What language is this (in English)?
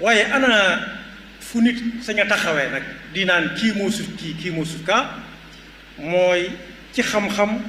Wolof